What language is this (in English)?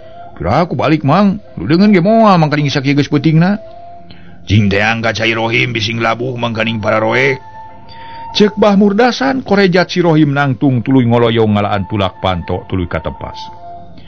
Sundanese